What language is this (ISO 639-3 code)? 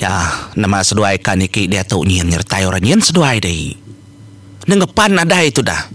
iba